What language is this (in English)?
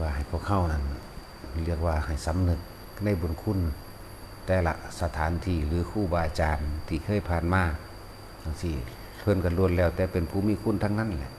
Northeastern Thai